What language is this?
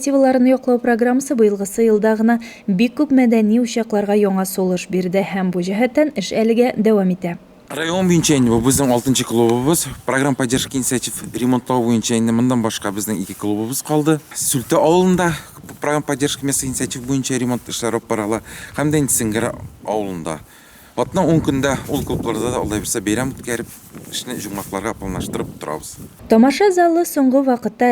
Tatar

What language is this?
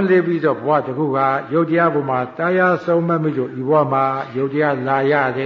Burmese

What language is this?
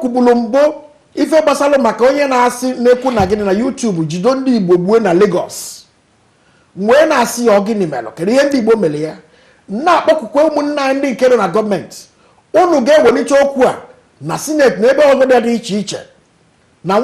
Igbo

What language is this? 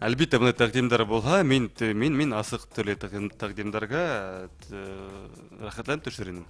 Bashkir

